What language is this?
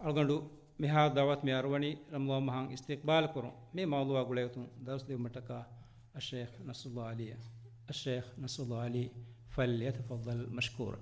Divehi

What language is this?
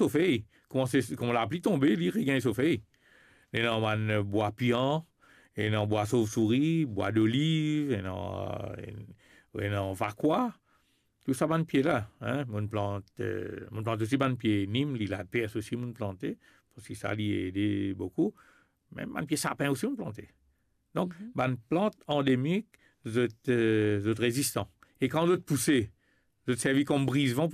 Morisyen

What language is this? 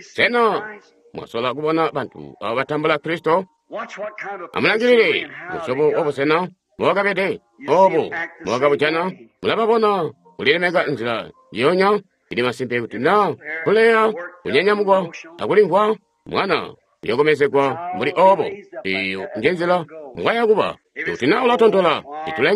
Tonga (Zambia)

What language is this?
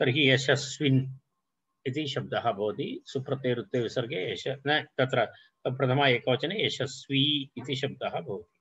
Sanskrit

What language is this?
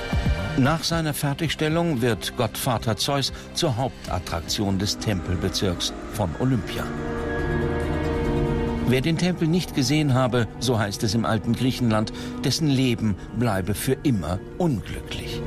German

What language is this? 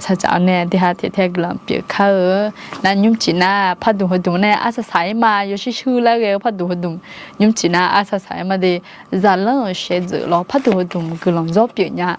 Akha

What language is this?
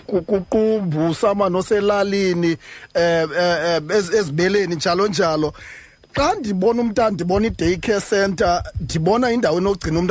Xhosa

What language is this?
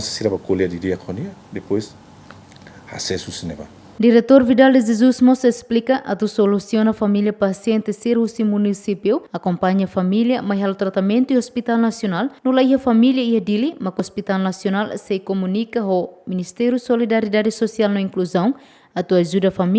Tetum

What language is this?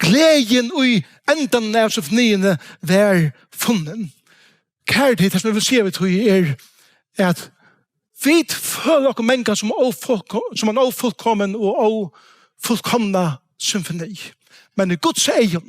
Faroese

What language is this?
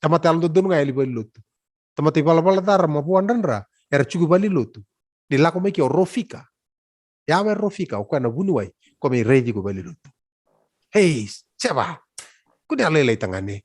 Fijian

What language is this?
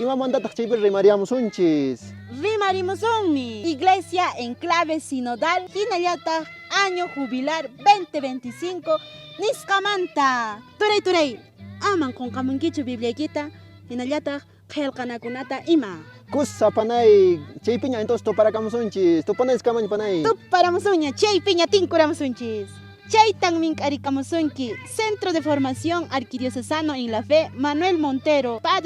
Quechua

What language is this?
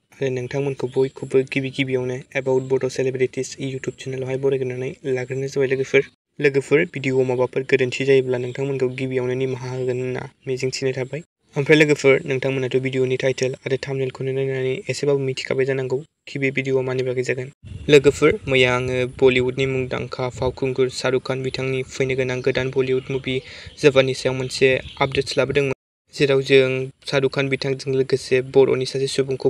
Bodo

